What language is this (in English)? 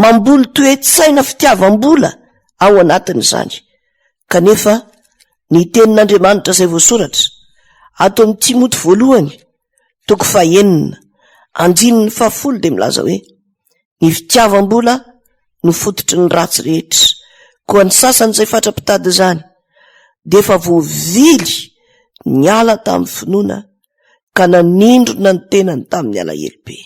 Malagasy